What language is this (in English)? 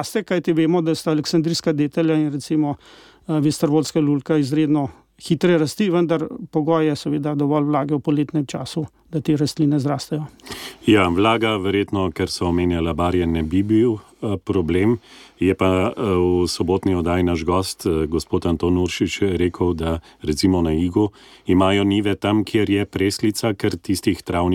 Slovenian